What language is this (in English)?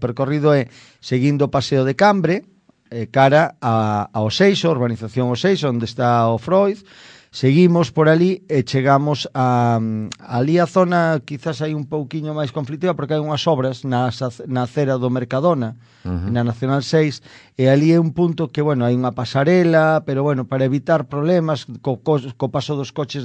Galician